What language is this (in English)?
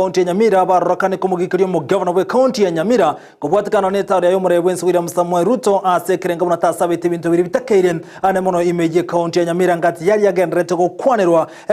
Gusii